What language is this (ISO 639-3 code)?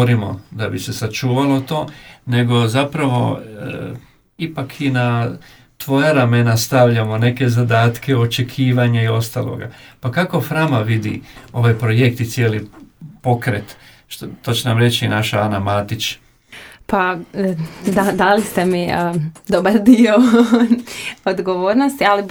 hrv